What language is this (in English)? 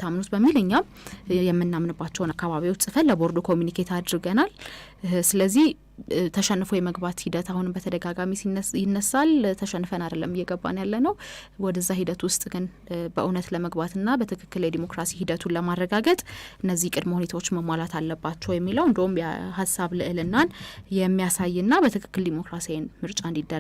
Amharic